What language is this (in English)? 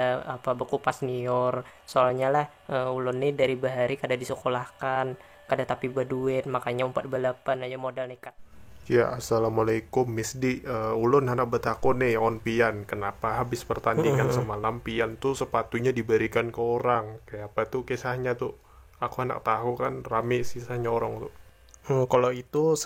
Banjar